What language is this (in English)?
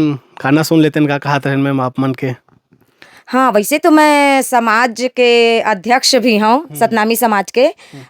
Chhattisgarhi